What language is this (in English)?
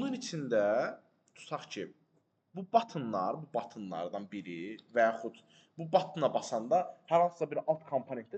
Azerbaijani